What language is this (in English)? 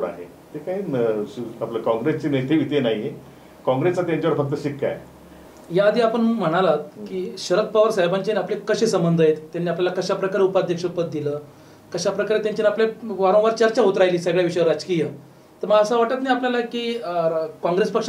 Marathi